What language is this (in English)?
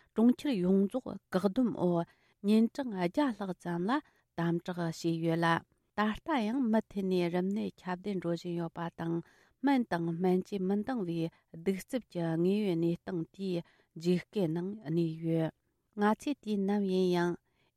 Tibetan